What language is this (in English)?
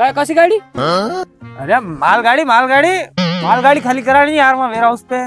Rajasthani